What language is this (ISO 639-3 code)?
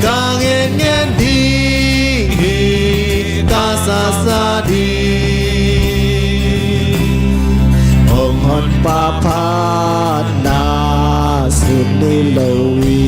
ctd